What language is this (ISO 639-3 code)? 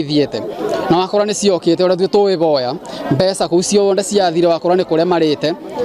kik